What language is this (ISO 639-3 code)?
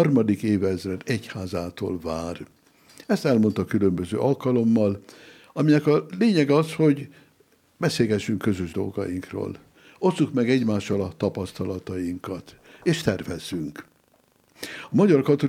hun